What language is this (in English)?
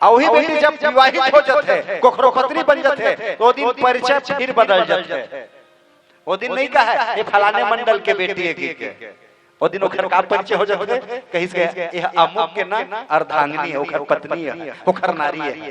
Chhattisgarhi